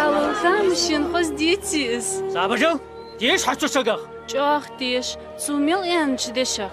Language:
Ingush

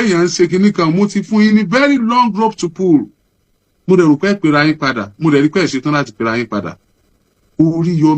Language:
Yoruba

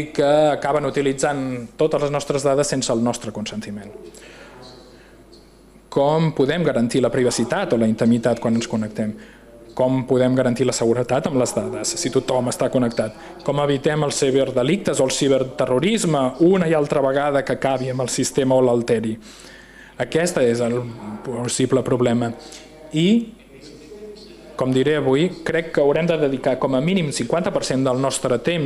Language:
Catalan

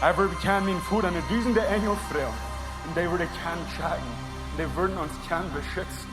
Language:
Plautdietsch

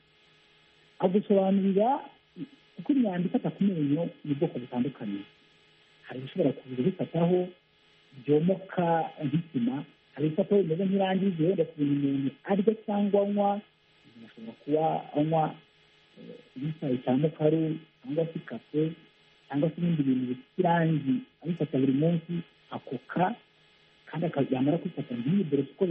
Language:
Kinyarwanda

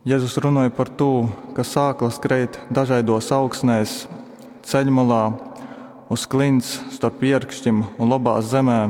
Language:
Latgalian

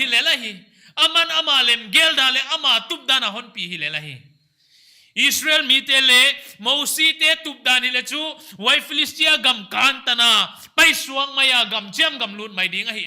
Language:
Paite Chin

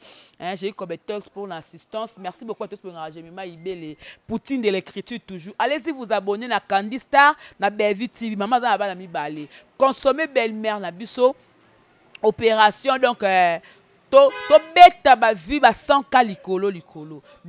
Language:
Lingala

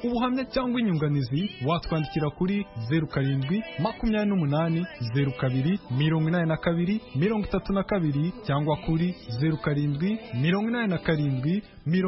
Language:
Kinyarwanda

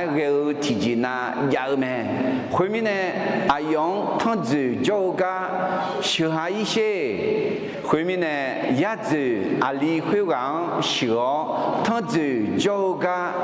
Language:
Akha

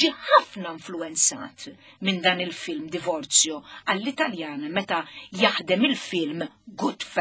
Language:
Maltese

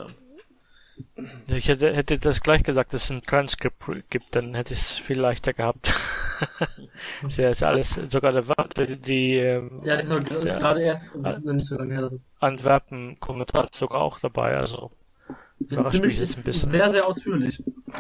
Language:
German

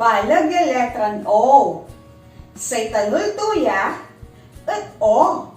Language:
Pangasinan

